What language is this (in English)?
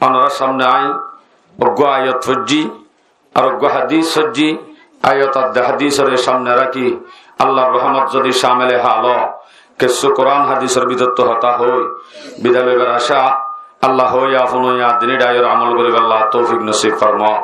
Rohingya